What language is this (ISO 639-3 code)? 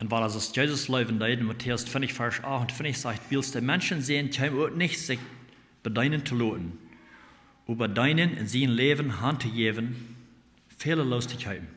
pdt